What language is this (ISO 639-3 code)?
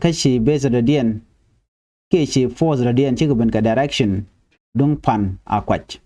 nus